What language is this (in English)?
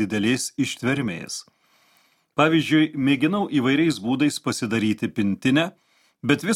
Lithuanian